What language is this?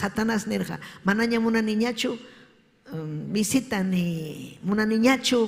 Ayacucho Quechua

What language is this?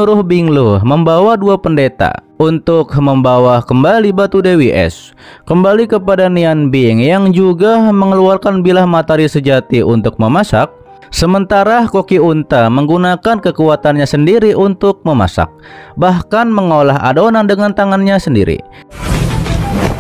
Indonesian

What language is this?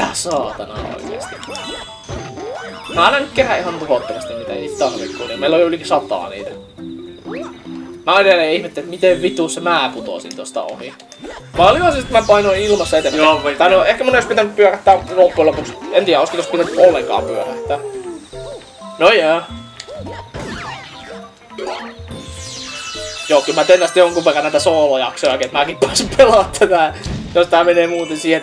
Finnish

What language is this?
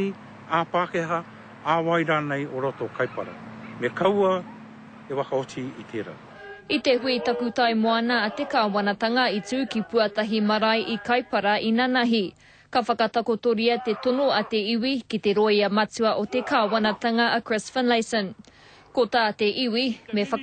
Māori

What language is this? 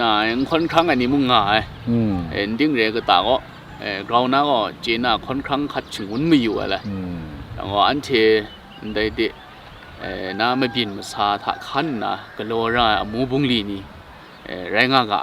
Kachin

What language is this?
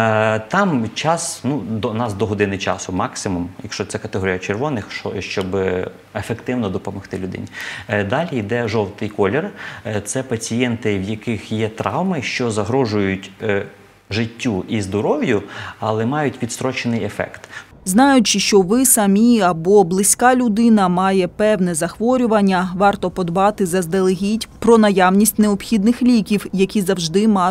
Ukrainian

